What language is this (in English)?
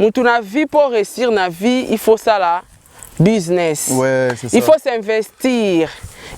Lingala